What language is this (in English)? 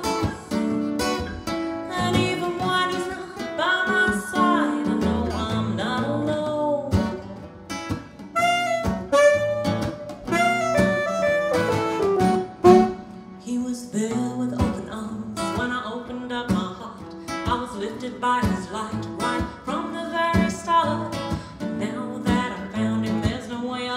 English